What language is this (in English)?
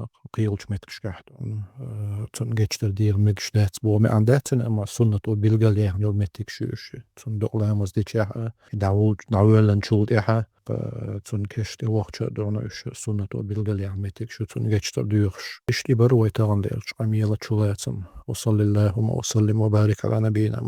Chechen